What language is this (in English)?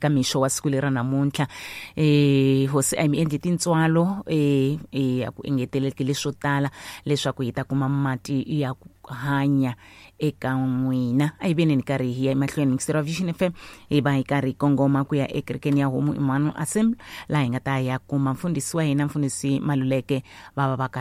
Tsonga